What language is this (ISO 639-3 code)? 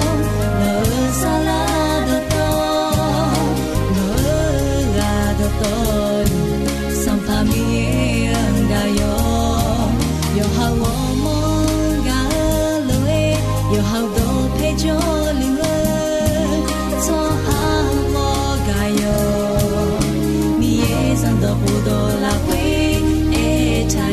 ahk